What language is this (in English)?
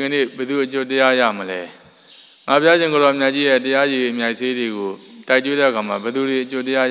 Burmese